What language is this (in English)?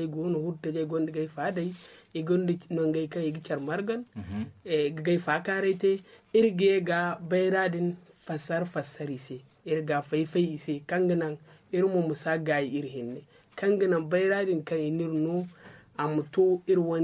Zarma